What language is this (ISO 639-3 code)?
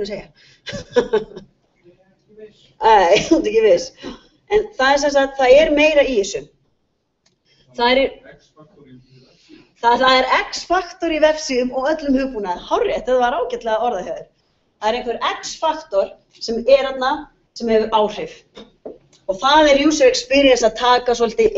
isl